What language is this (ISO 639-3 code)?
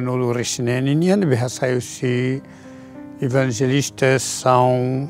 tet